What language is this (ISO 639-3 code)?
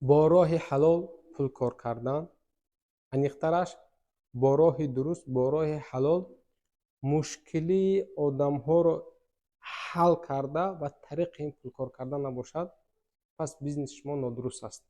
tgk